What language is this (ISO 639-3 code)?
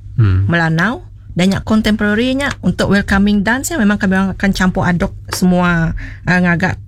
iba